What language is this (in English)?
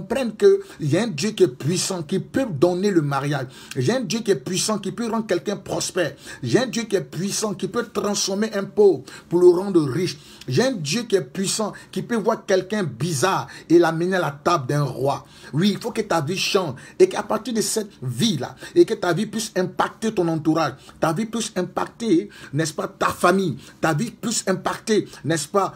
French